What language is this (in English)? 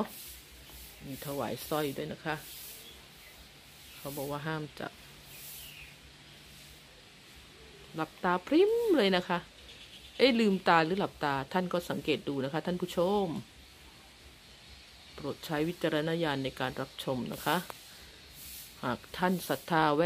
Thai